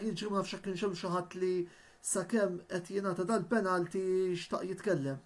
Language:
Maltese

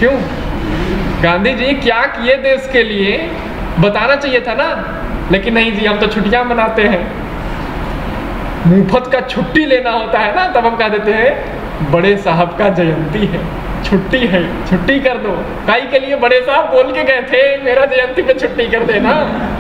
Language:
Hindi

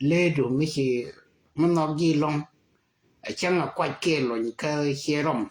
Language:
Nuer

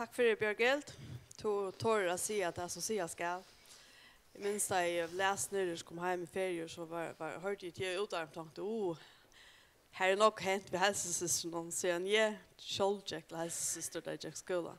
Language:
Faroese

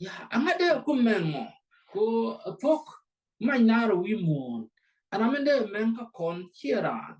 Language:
Nuer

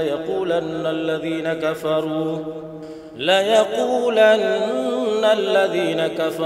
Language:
Arabic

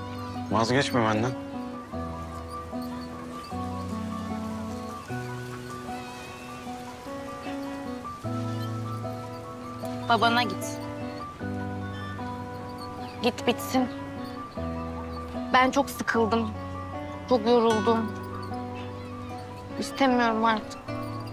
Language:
Turkish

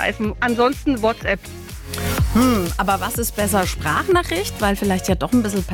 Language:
German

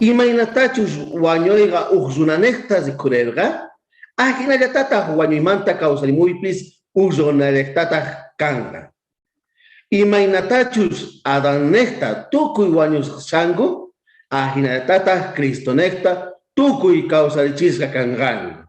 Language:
South Bolivian Quechua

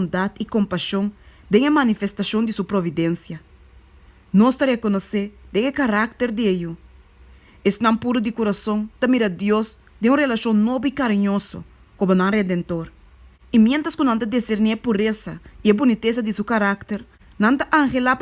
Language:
Papiamento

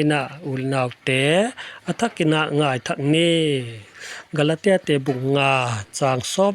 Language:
Paite Chin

